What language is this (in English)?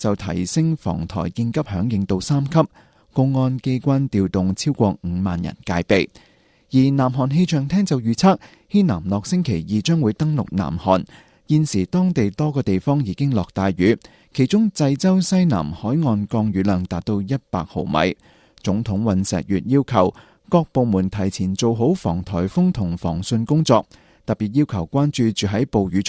Cantonese